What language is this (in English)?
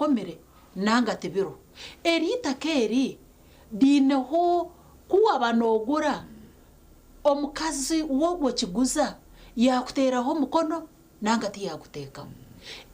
Nyankole